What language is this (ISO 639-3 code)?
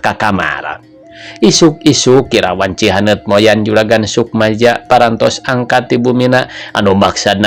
sun